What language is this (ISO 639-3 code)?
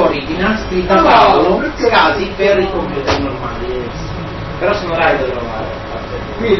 ita